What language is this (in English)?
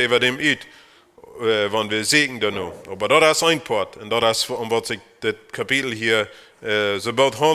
Plautdietsch